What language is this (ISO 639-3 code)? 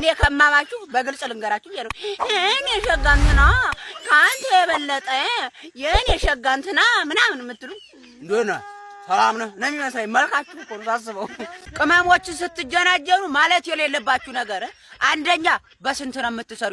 amh